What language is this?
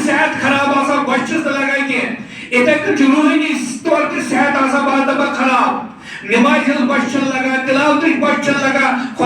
Kashmiri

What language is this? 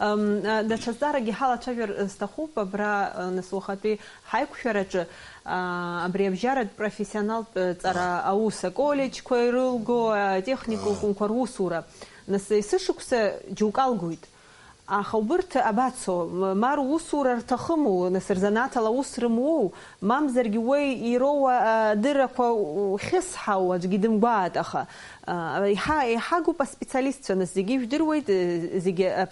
Abkhazian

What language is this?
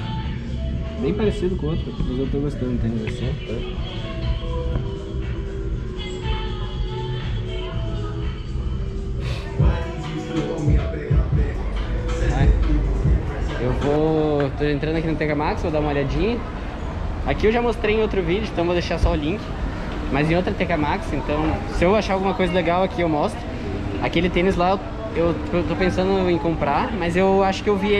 Portuguese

